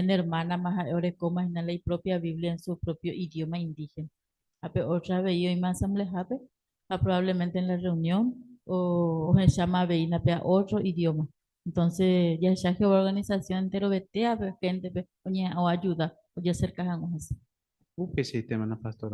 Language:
Guarani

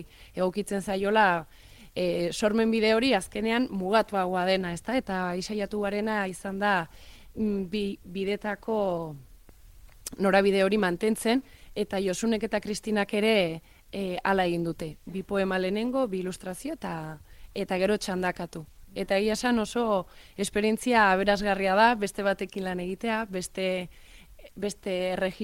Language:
Basque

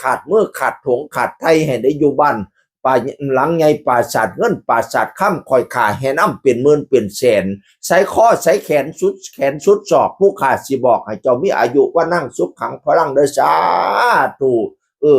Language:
Northeastern Thai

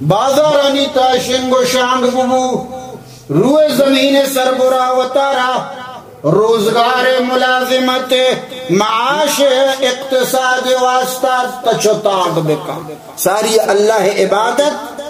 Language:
Baluchi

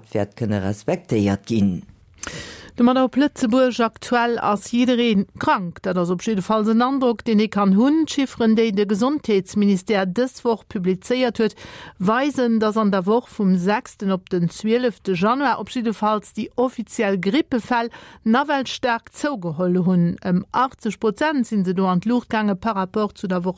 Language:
Luxembourgish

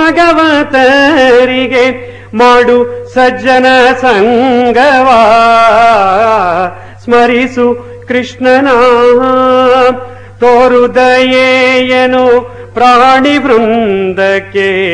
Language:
Kannada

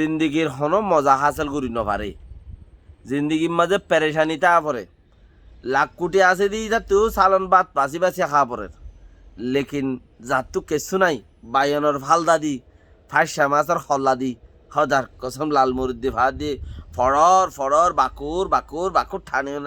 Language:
Rohingya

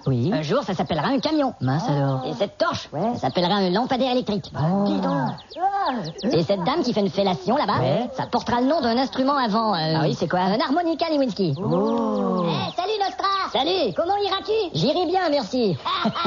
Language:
French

